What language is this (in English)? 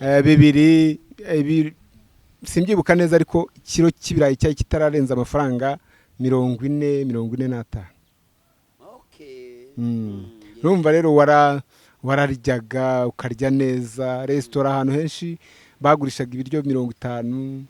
Kinyarwanda